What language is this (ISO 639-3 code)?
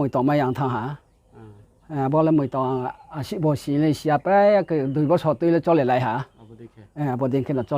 ria